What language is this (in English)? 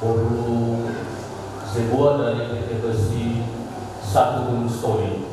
Nias